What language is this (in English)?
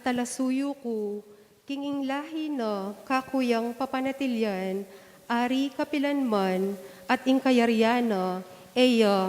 Pampanga